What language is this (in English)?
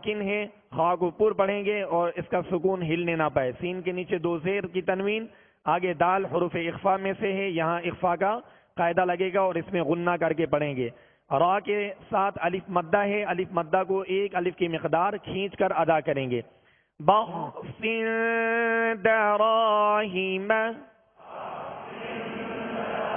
Urdu